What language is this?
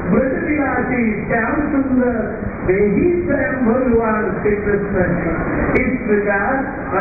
Hindi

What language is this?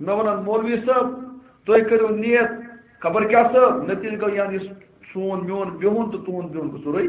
Kashmiri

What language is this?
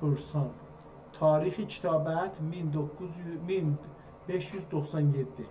South Azerbaijani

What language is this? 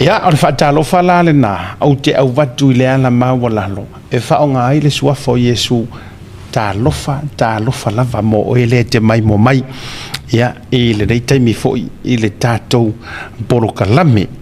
Samoan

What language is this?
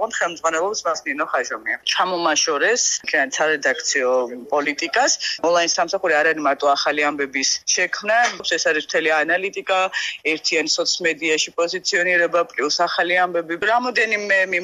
Georgian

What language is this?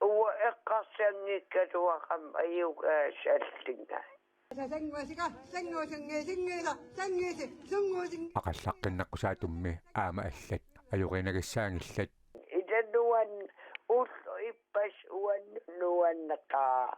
Kalaallisut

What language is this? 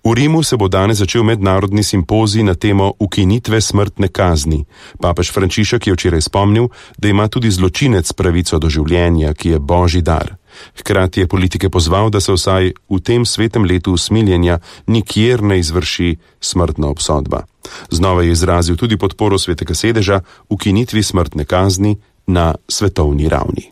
Slovenian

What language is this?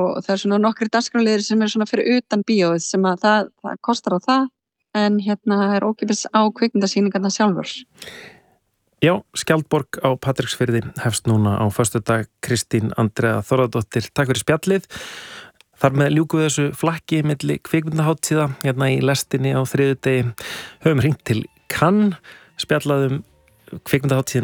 Icelandic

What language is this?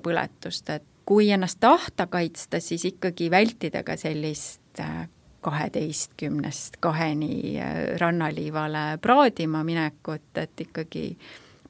Estonian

